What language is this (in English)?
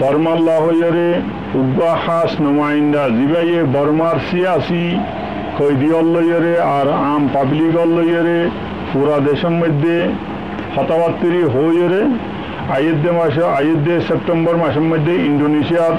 Rohingya